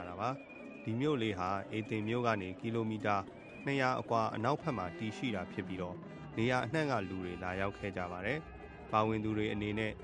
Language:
Burmese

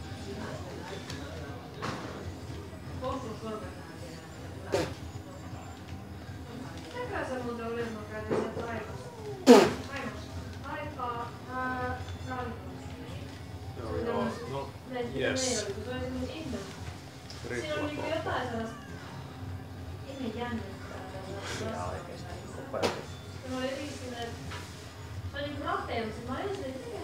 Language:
Finnish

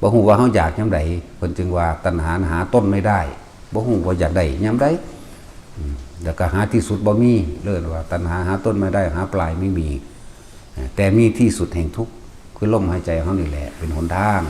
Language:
Lao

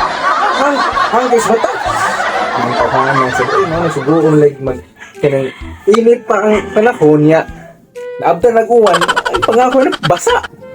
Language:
Cebuano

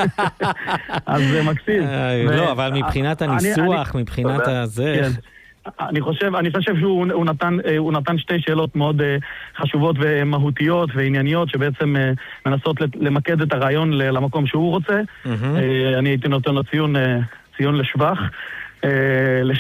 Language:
Hebrew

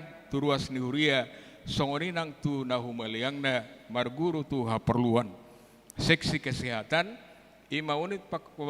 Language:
Batak Toba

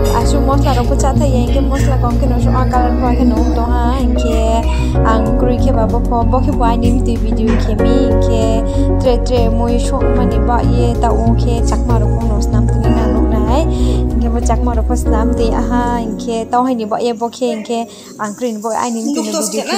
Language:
Riang (India)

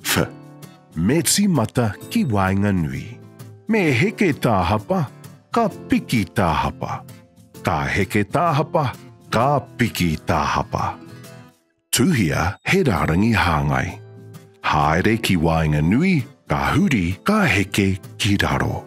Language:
Māori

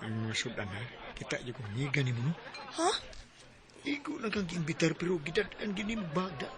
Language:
Cebuano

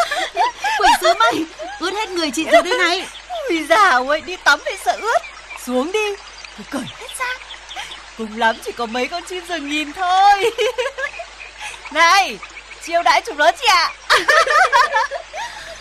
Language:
Vietnamese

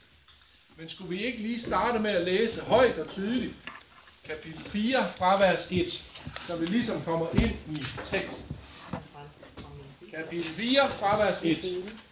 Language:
Danish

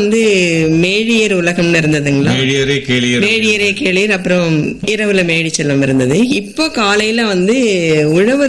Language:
Tamil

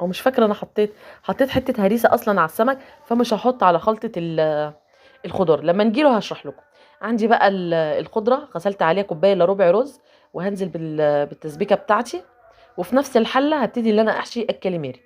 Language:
Egyptian Arabic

